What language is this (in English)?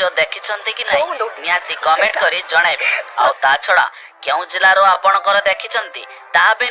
Odia